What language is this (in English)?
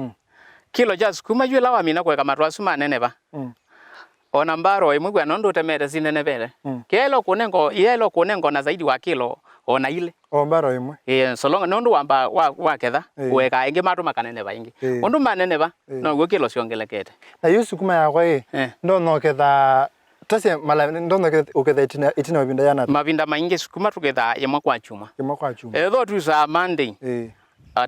Kamba